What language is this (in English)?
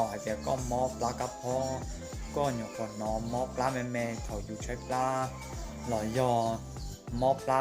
Hmong